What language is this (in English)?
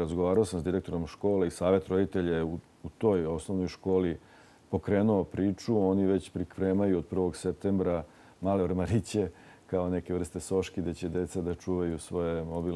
Serbian